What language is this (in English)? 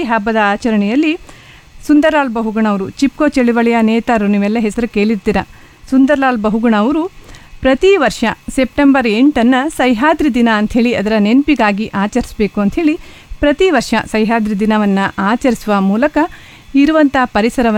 Kannada